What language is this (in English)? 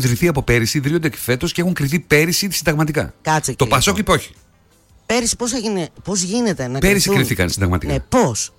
Greek